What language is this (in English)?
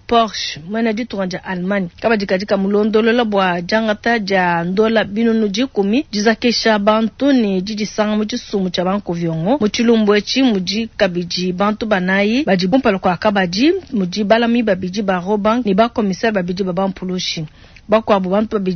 Luba-Lulua